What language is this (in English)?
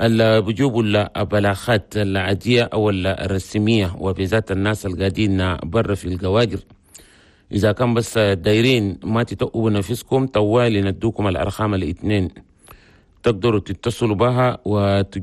Chadian Arabic